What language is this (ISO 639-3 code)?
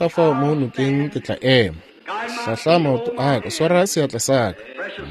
nso